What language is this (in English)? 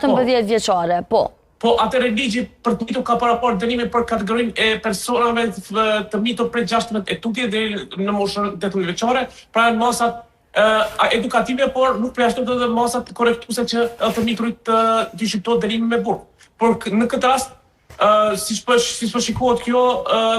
Albanian